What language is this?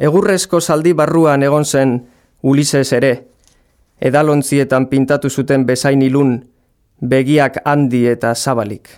Basque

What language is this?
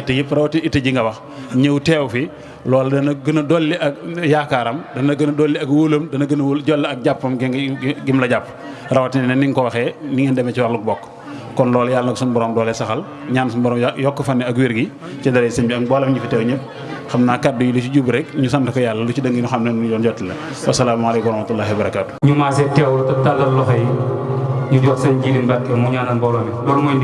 Wolof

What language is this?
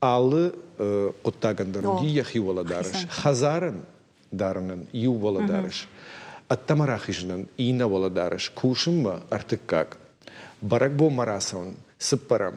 Ossetic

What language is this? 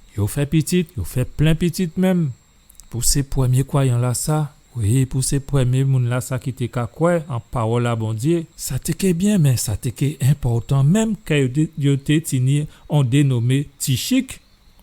Guadeloupean Creole French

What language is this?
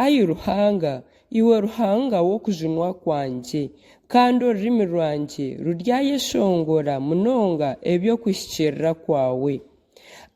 Nyankole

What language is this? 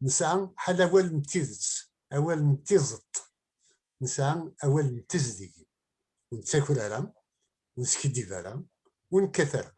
Kabyle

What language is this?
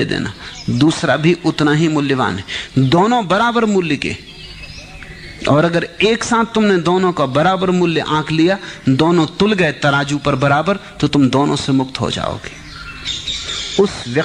Hindi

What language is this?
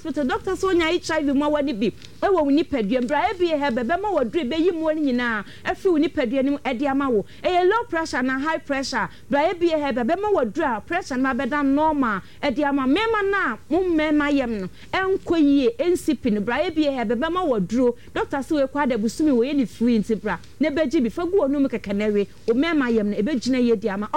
Akan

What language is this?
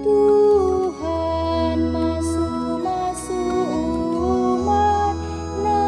Batak Karo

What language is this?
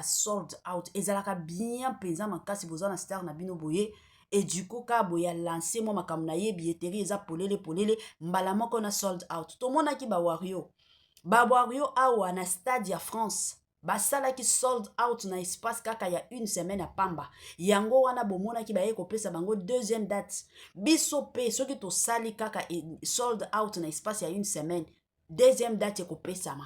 Lingala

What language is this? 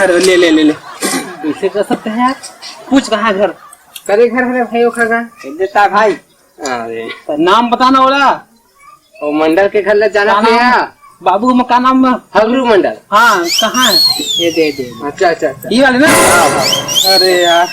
Chhattisgarhi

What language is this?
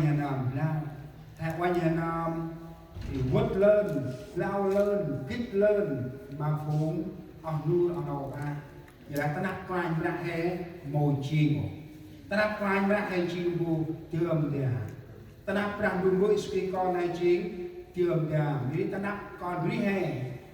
Central Mnong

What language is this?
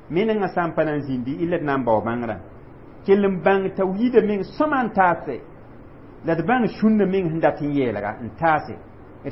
Mossi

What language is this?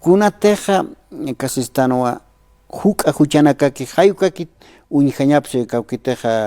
Aymara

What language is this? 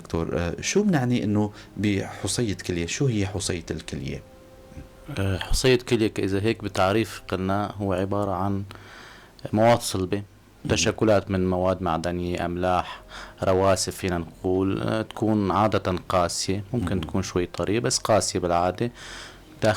North Levantine Arabic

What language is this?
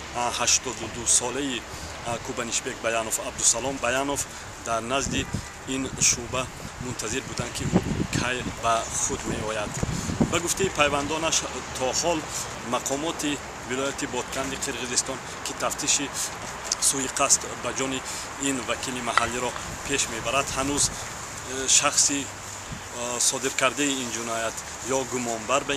Tajik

